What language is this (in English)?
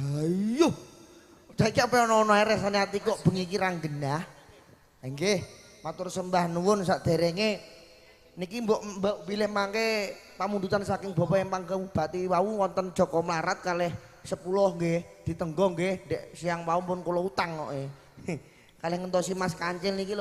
Javanese